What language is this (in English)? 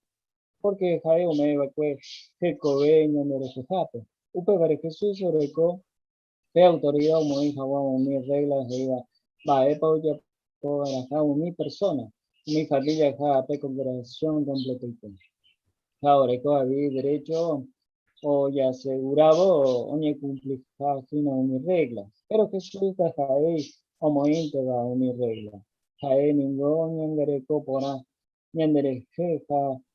Guarani